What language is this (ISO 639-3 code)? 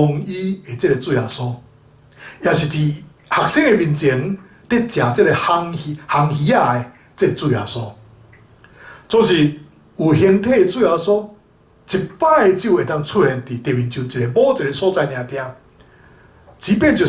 nan